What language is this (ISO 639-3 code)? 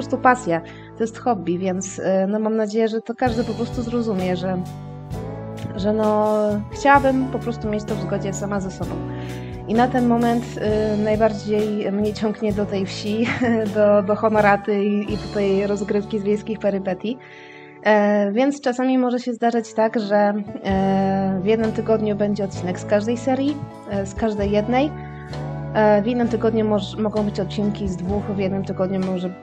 pol